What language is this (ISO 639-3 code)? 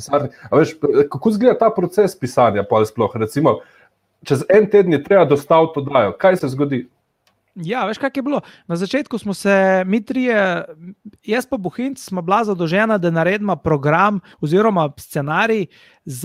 slv